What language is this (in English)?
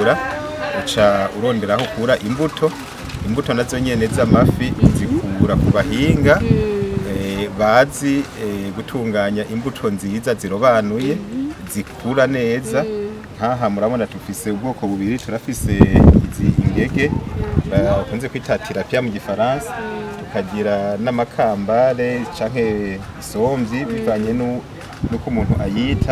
Rundi